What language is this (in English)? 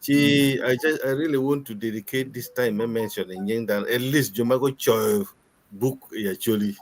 Acoli